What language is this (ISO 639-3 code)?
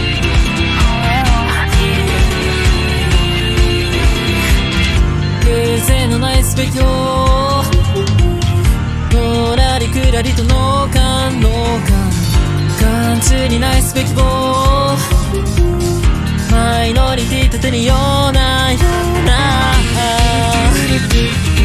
jpn